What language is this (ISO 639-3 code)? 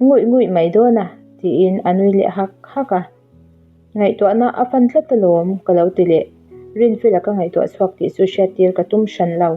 lus